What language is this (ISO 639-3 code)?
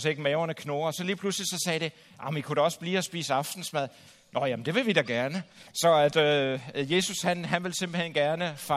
dan